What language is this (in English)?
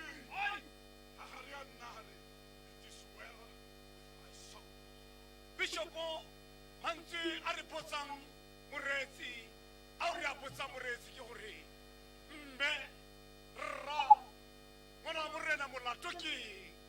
Tswana